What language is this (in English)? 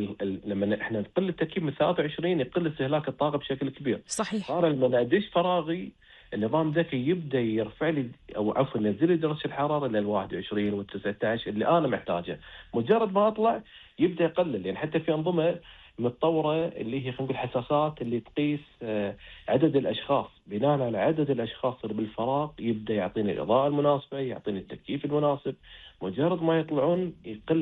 Gulf Arabic